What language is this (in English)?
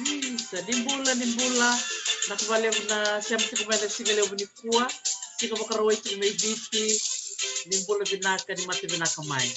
Fijian